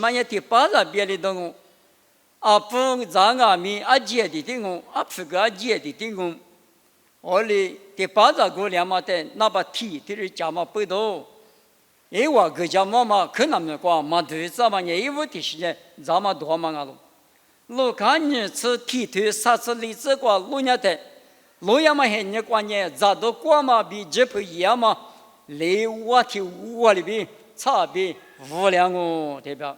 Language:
Lisu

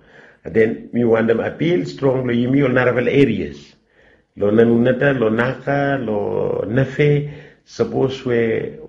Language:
Bislama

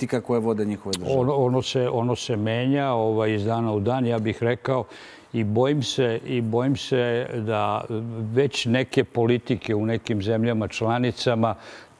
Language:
Serbian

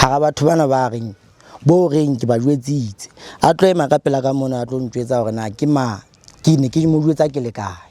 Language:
Southern Sotho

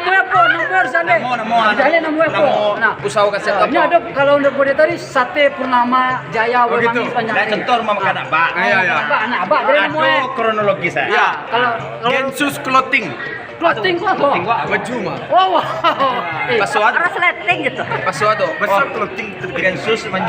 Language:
Minangkabau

